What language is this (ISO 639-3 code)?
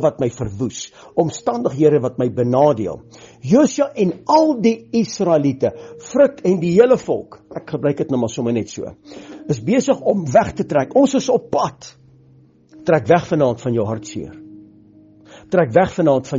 afr